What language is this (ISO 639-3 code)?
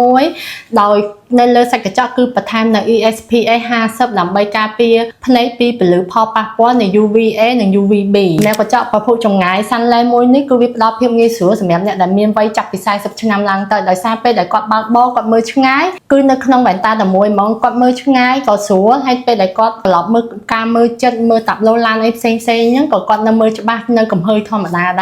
khm